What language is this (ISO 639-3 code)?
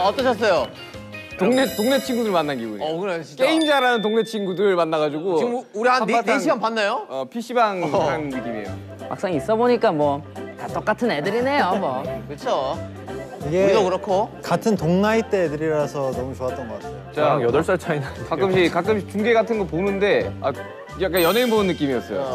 kor